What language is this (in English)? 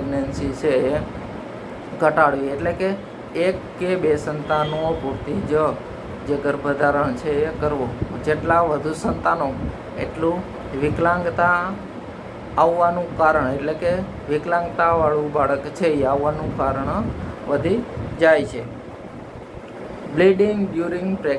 Gujarati